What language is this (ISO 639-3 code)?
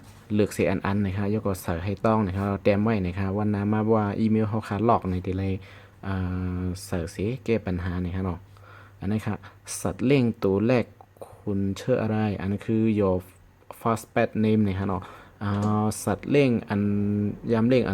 shn